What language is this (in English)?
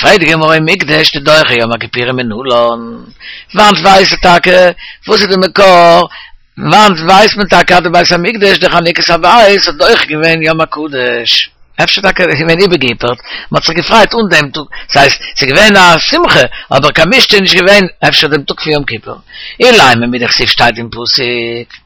Yiddish